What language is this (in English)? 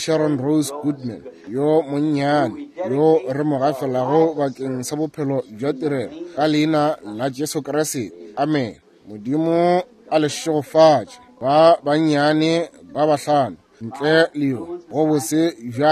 Northern Sotho